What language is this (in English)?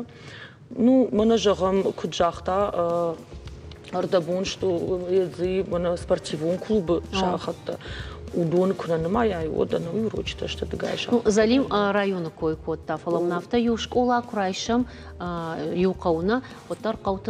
Ossetic